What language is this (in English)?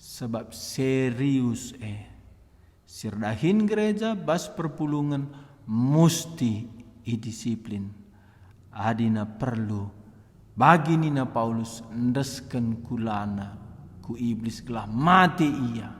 Batak Karo